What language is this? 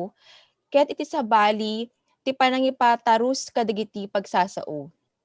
Iloko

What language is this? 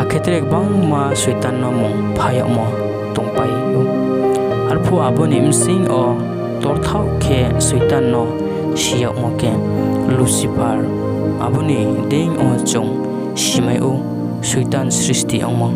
Riang (India)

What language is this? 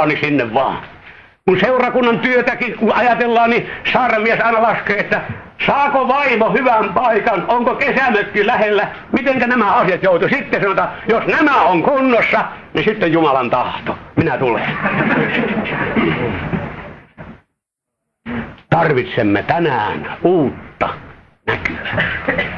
Finnish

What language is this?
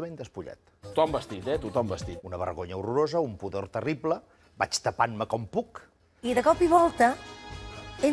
Catalan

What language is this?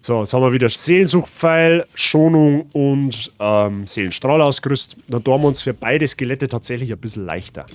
Bavarian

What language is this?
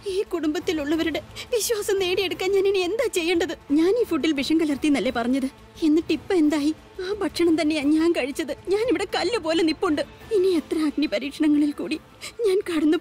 Malayalam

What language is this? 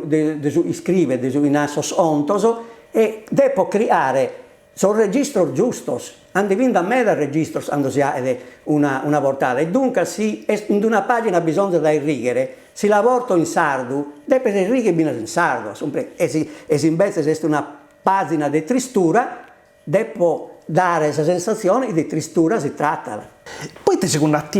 Sardinian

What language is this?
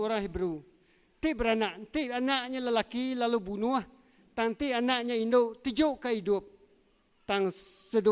Iban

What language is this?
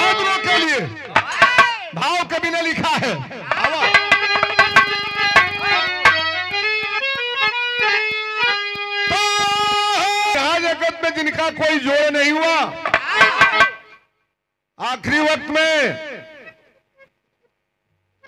Bhojpuri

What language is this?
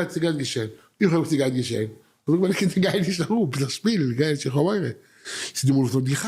Yiddish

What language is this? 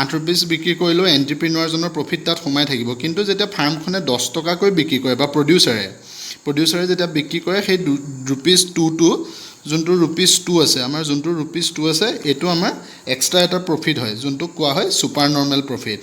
Assamese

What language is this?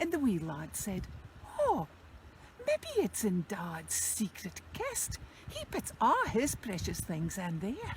Scots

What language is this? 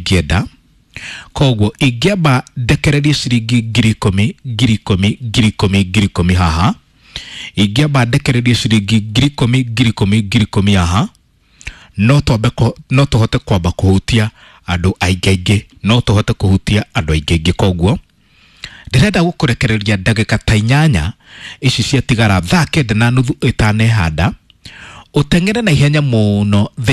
Kikuyu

